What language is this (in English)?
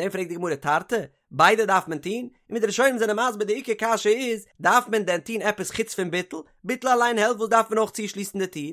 Yiddish